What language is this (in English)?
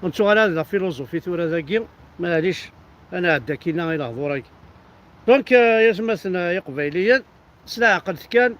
Kabyle